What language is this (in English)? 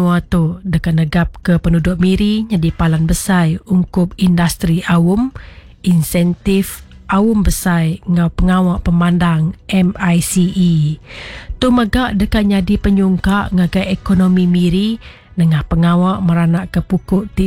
Iban